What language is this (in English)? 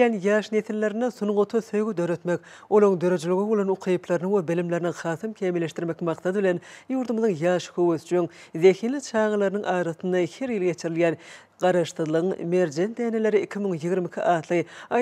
Turkmen